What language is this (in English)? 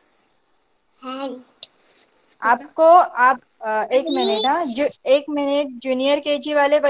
Marathi